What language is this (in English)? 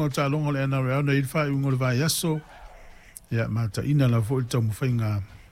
Samoan